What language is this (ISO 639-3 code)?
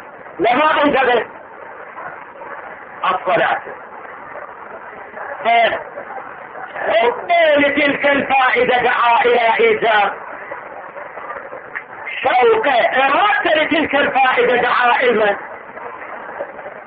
ara